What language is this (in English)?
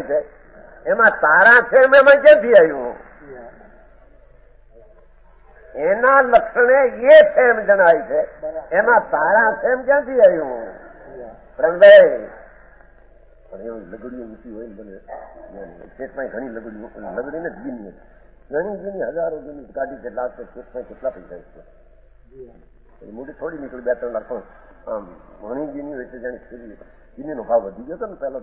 Gujarati